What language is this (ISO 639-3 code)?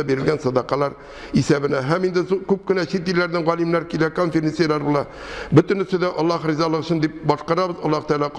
tat